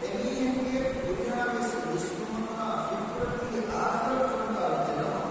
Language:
Divehi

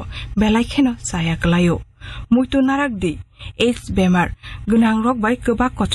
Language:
Kok Borok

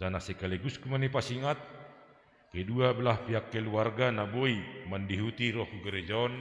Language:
Batak Simalungun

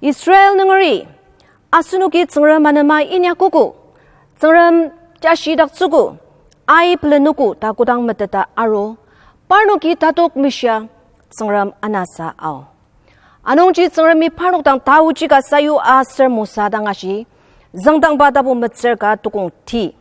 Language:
Ao Naga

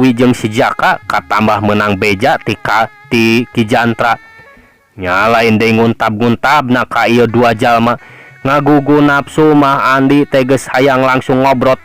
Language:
Sundanese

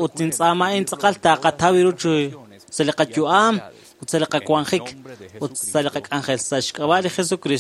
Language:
Kekchí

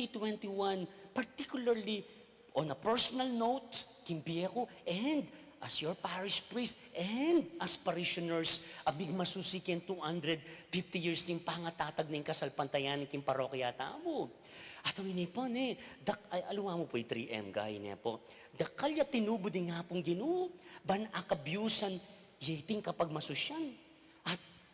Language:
Pampanga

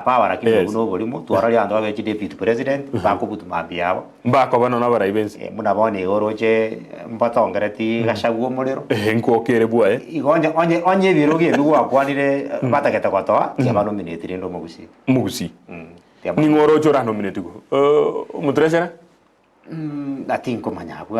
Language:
Gusii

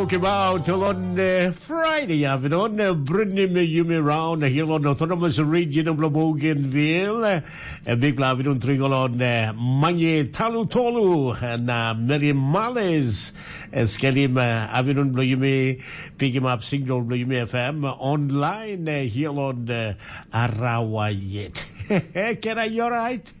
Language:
Tok Pisin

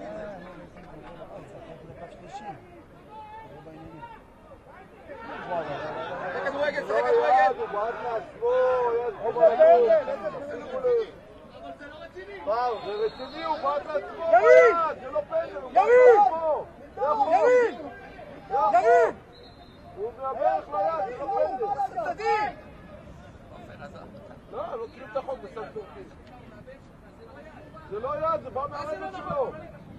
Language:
Hebrew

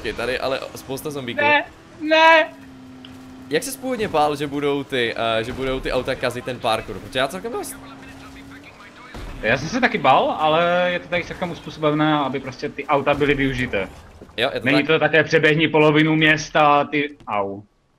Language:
Czech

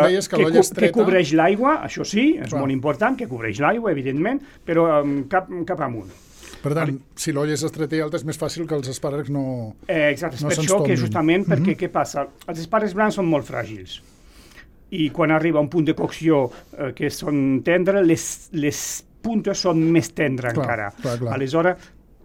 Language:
Catalan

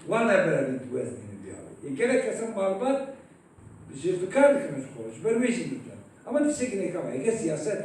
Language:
Kurdish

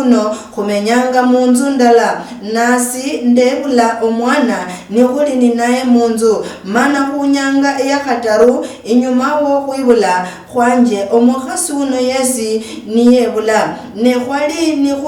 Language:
Luyia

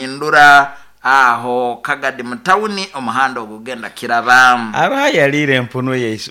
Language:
Nyoro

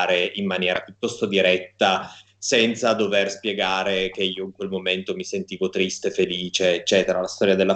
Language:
Italian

